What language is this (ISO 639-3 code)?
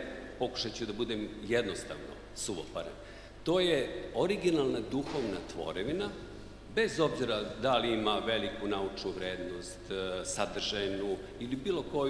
srp